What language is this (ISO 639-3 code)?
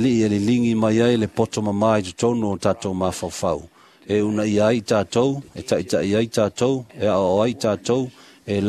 smo